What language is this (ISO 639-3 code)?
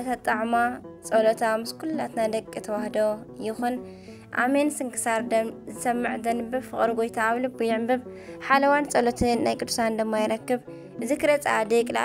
tir